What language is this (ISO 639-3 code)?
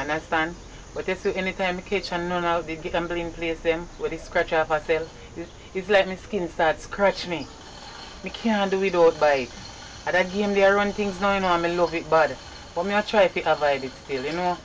jam